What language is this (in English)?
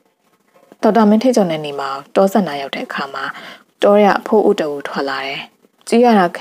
Burmese